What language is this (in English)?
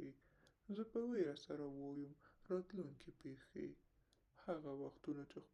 Pashto